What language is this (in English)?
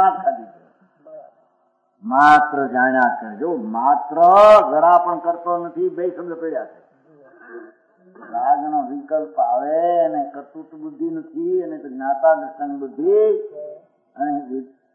Gujarati